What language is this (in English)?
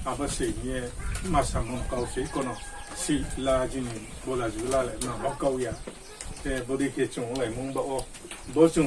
Riang (India)